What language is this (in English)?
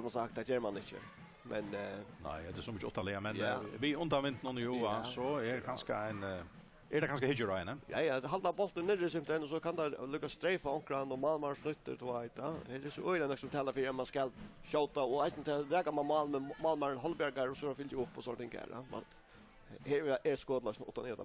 Faroese